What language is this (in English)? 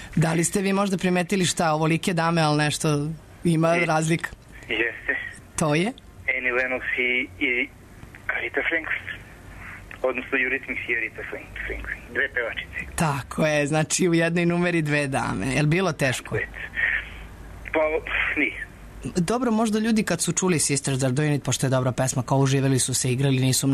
Serbian